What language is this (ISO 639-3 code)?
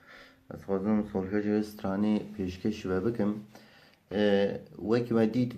kur